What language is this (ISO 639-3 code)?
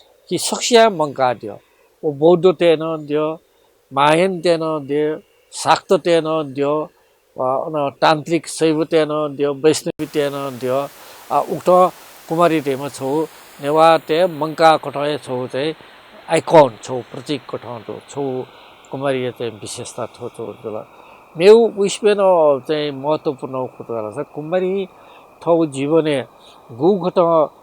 new